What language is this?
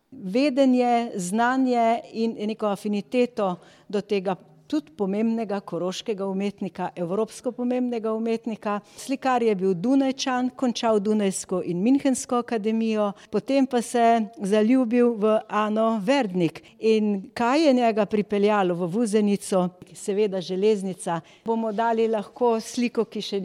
Slovenian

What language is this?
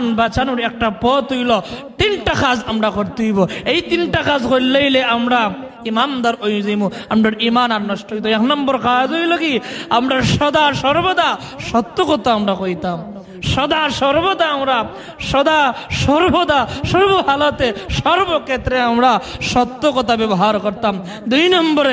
Sylheti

